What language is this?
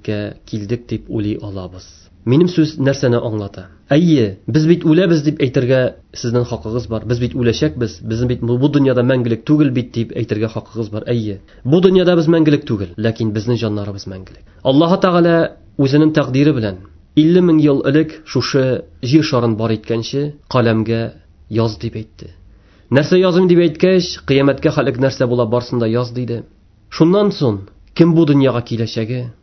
Tatar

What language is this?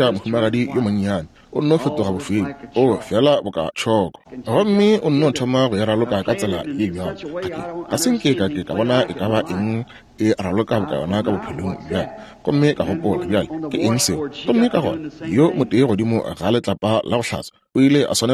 Northern Sotho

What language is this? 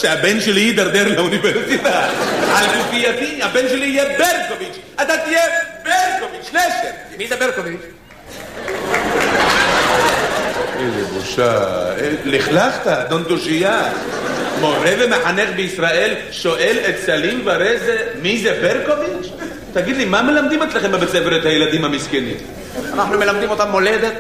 Hebrew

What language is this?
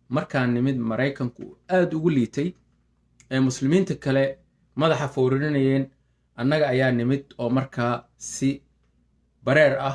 Somali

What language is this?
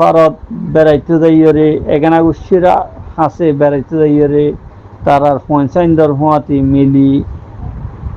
Rohingya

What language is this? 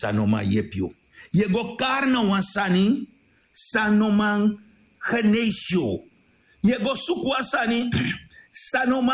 Sranan Tongo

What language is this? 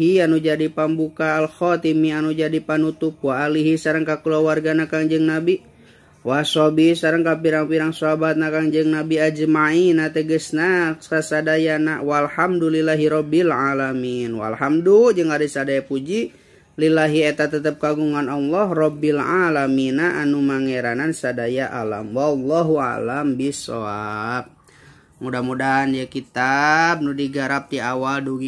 Sundanese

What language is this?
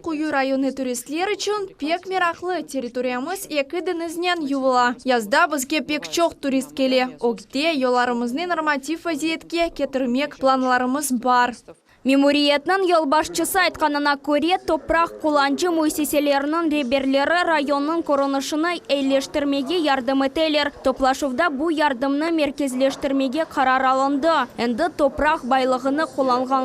Crimean Tatar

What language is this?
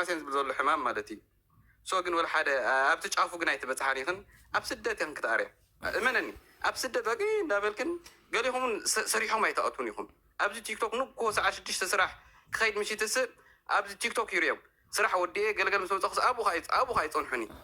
Tigrinya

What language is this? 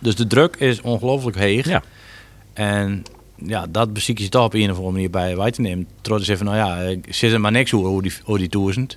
Western Frisian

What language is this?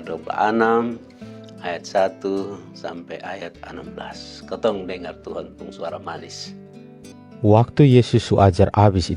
Kupang Malay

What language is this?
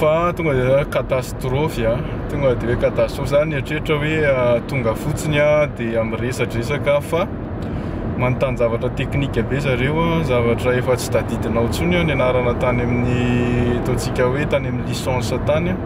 Malagasy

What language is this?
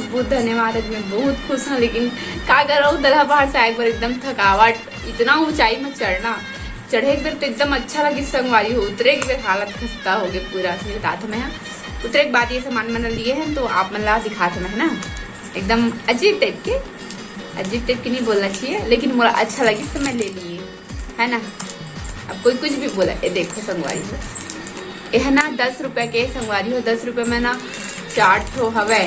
Chhattisgarhi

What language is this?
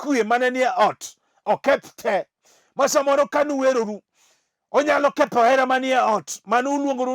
Luo (Kenya and Tanzania)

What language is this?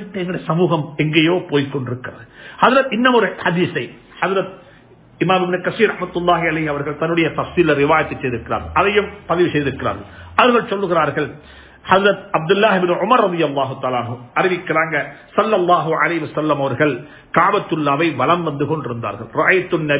Tamil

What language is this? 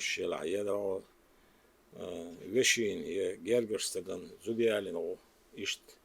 Chechen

